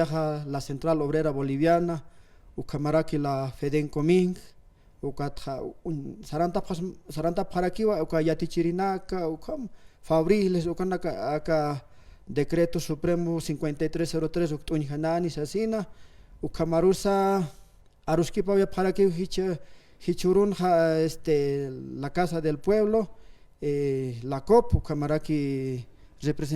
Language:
Aymara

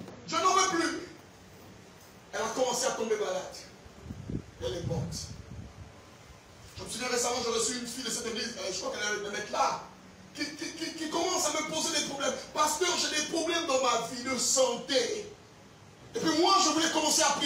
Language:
French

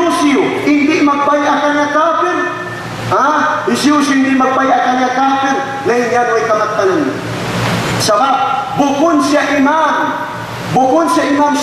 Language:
Tausug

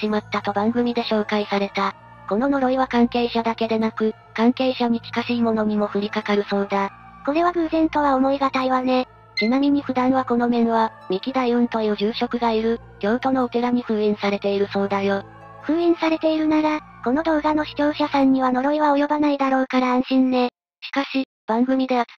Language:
Japanese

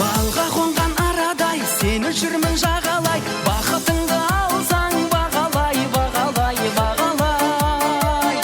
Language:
Kara-Kalpak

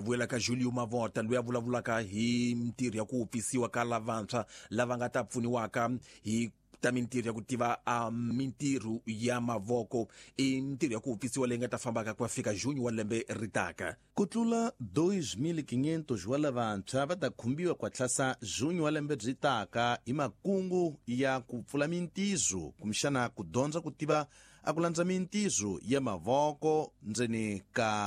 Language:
Tsonga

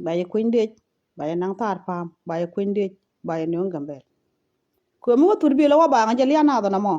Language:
Nuer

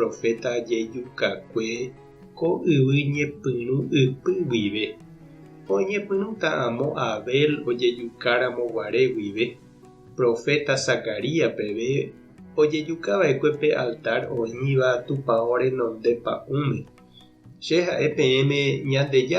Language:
Guarani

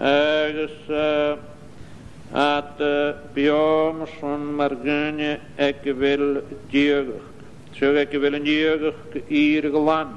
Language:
Scottish Gaelic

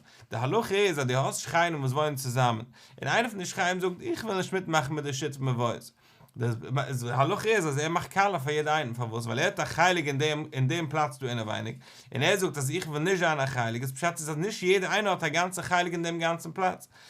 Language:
Yiddish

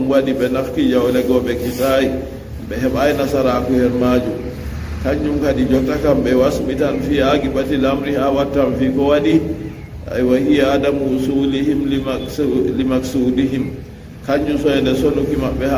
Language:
Fula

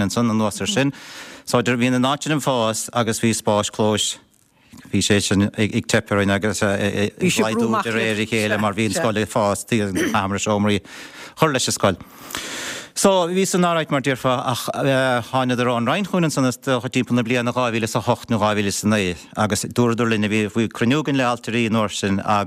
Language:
Irish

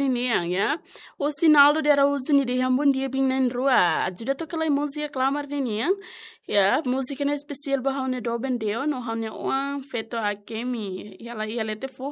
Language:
Tetum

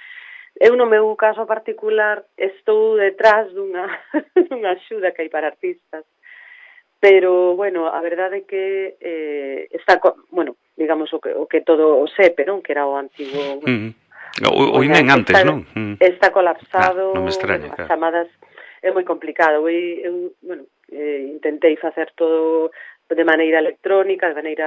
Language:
Galician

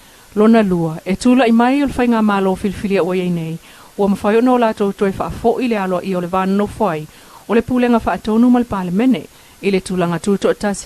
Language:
Samoan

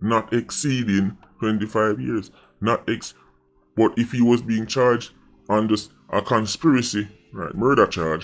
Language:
Jamaican Creole English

